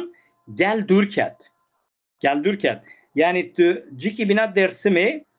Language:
Kurdish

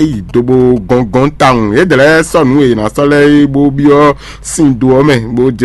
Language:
Fon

